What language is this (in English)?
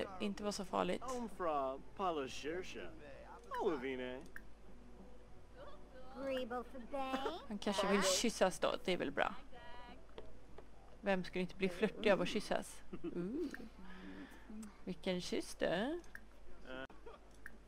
Swedish